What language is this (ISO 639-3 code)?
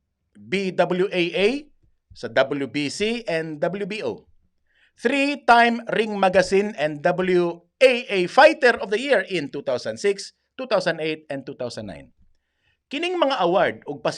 ceb